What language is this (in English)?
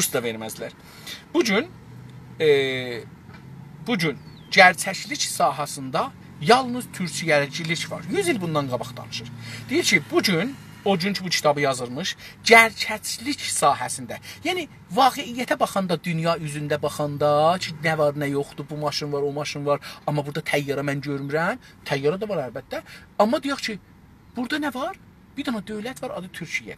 South Azerbaijani